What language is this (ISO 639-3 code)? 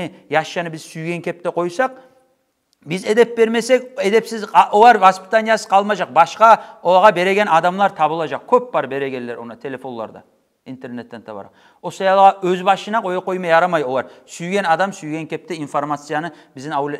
kum